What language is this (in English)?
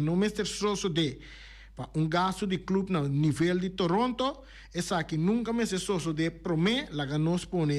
Papiamento